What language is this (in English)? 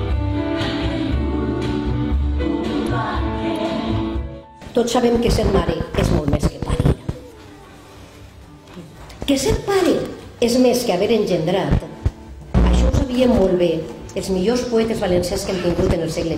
Catalan